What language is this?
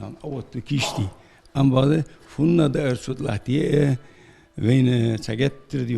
Ingush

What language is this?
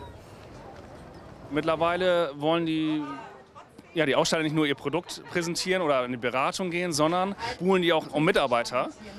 German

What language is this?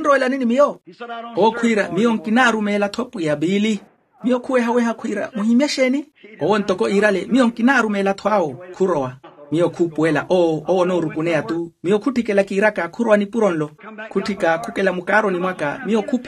Makhuwa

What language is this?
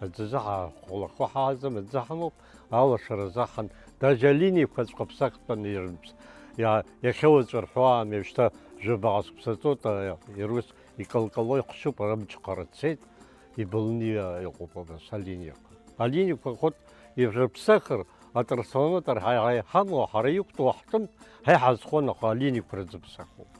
Abkhazian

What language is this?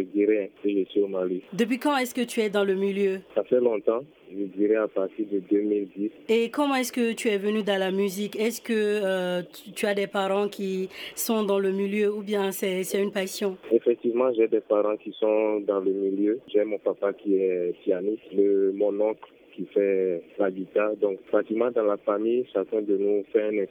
French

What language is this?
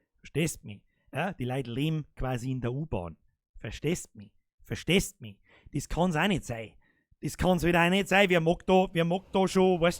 Bavarian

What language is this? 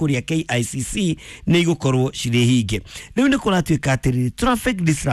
Kikuyu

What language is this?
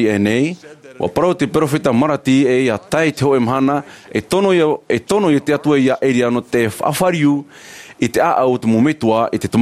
Tahitian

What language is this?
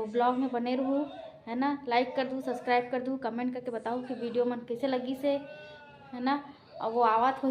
Chhattisgarhi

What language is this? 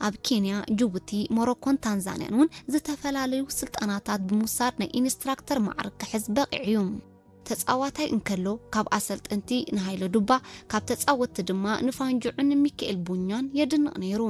Tigrinya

